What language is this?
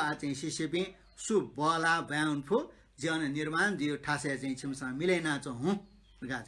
Newari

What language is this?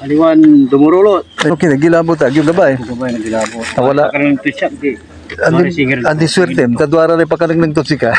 Pangasinan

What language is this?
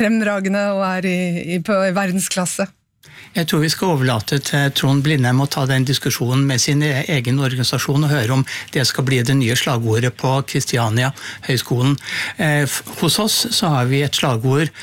Norwegian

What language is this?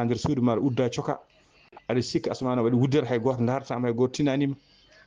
Fula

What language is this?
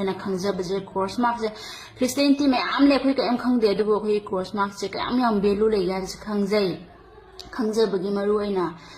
Manipuri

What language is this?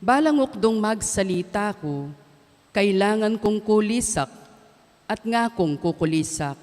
Pampanga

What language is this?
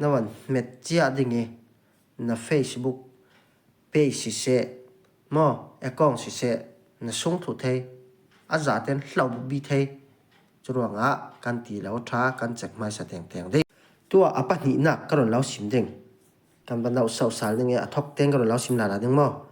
Falam Chin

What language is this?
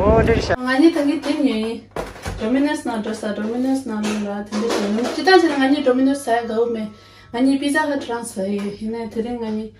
Tibetan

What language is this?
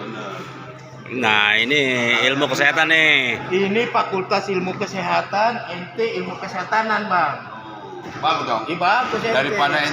Betawi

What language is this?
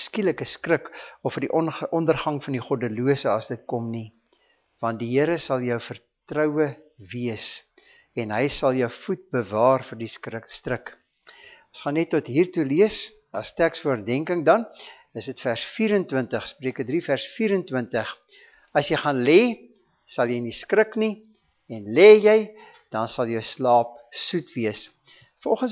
Afrikaans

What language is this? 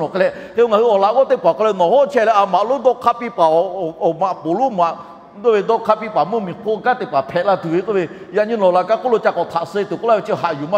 Lahu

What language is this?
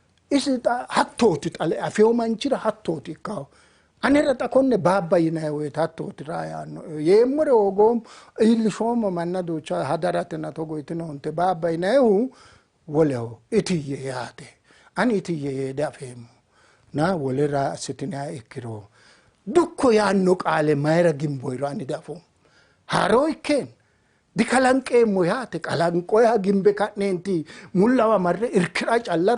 Sidamo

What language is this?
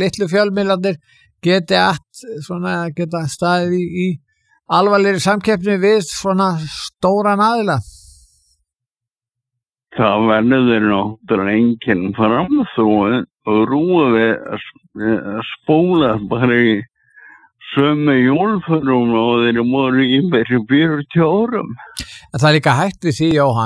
Icelandic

